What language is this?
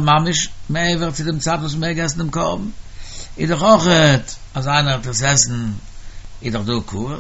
Yiddish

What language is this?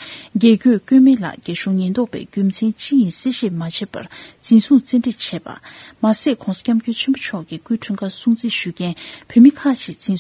Tibetan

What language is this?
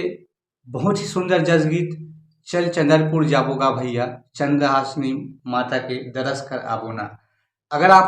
Chhattisgarhi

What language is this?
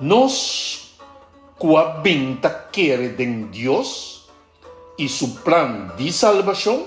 Papiamento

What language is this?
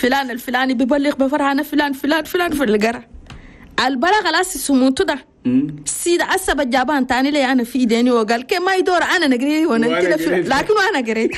Chadian Arabic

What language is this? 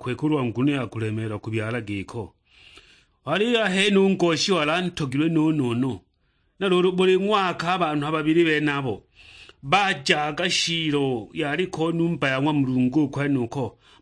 Sukuma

